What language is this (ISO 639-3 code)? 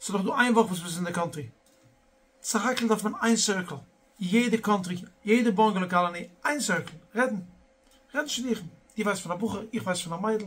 yid